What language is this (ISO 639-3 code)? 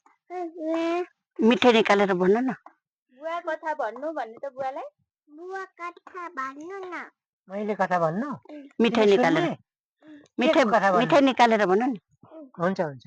nep